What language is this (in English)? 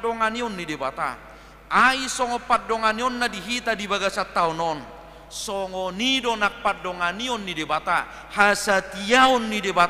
Batak Toba